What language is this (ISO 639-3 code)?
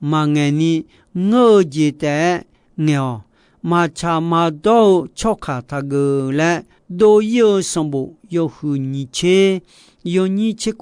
ahk